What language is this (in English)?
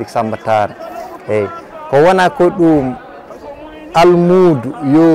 Fula